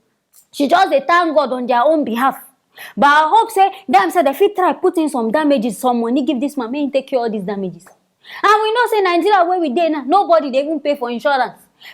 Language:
Nigerian Pidgin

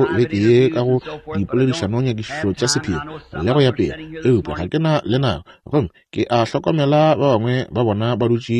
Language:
Northern Sotho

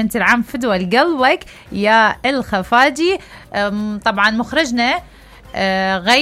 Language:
Mesopotamian Arabic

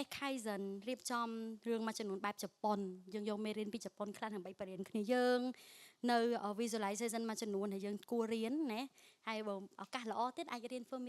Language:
Khmer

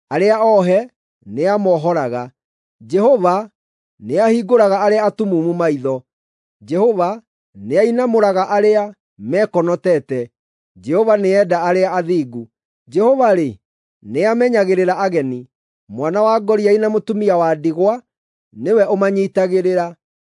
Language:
Kikuyu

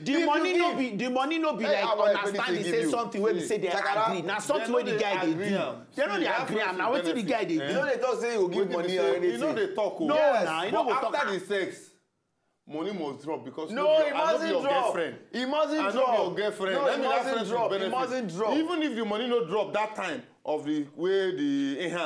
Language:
Nigerian Pidgin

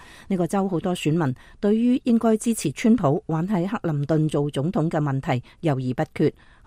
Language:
Cantonese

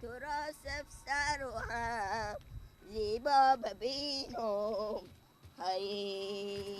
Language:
Persian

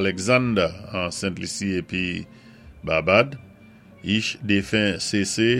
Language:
Saint Lucian Creole French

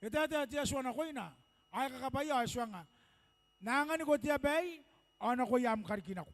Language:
Gilbertese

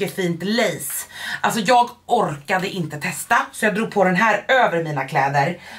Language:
Swedish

